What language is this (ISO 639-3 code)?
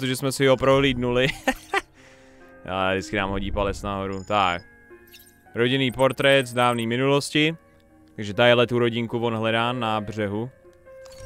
ces